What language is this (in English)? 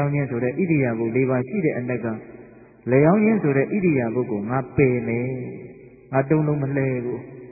Burmese